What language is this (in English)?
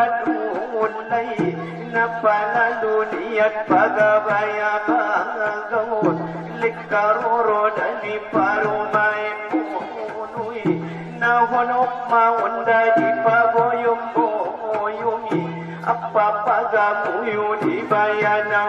Batak Angkola